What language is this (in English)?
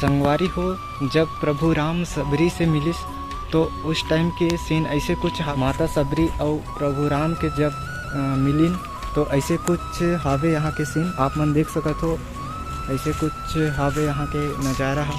Chhattisgarhi